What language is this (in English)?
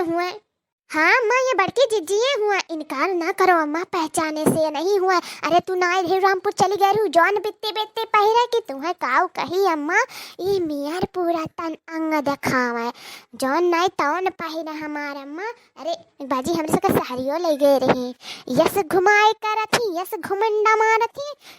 Awadhi